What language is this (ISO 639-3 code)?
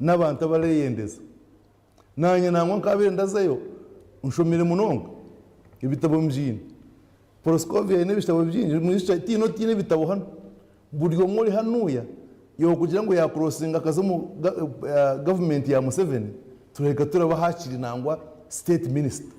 nyn